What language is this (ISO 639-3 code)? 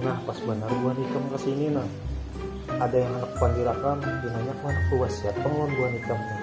bjn